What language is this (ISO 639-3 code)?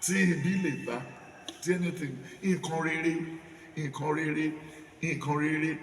yor